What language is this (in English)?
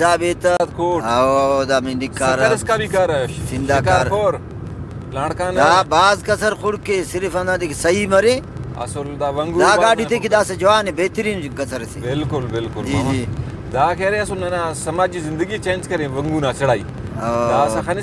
Brahui